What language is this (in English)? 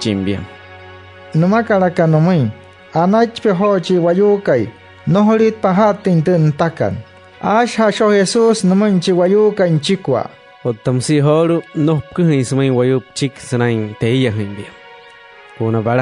Wayuu